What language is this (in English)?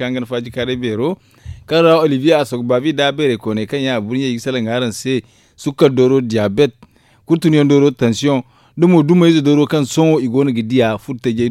Zarma